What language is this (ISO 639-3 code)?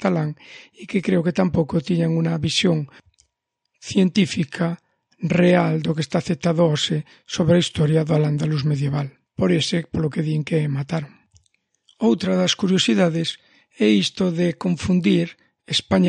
glg